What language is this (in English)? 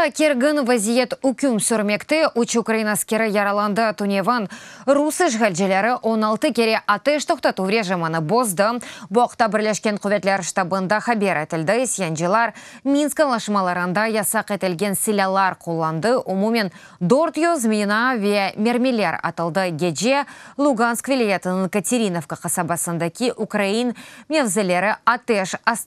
Crimean Tatar